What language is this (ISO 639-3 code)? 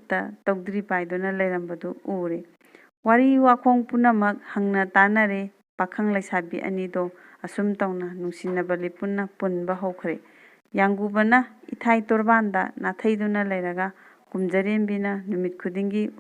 mni